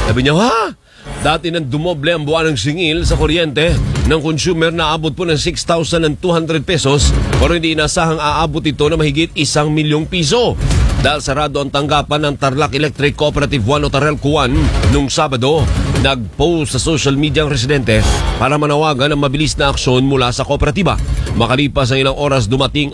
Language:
Filipino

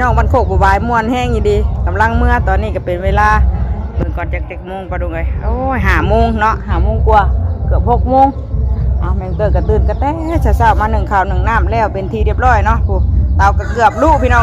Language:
Northeastern Thai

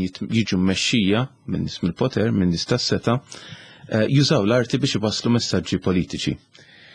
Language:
Maltese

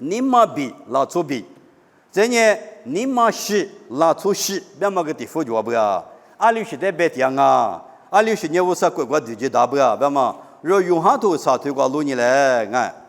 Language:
Lisu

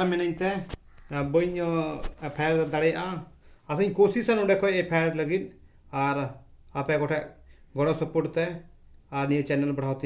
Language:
Santali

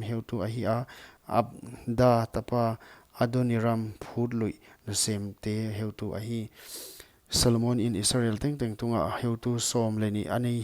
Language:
Paite Chin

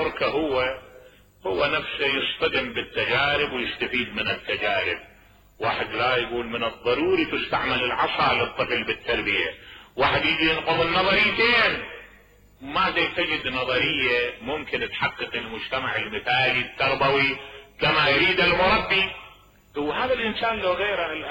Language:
Mesopotamian Arabic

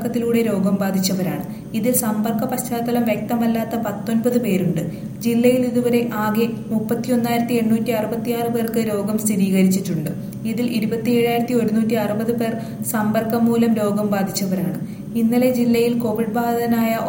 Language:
Malayalam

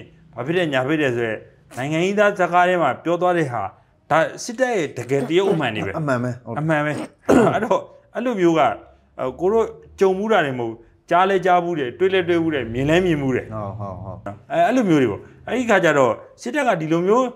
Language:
Burmese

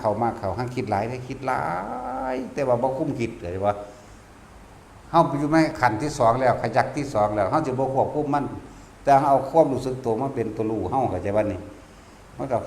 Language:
Northeastern Thai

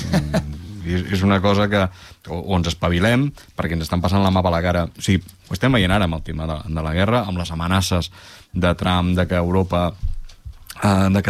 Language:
Catalan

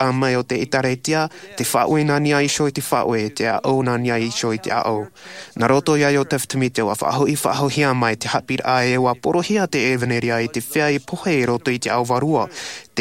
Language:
Tahitian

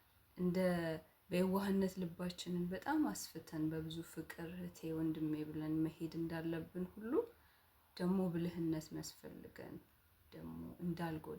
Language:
Amharic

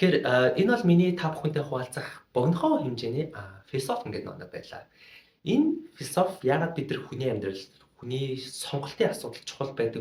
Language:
Mongolian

